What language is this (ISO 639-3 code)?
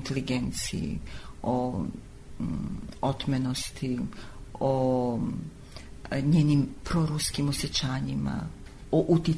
srp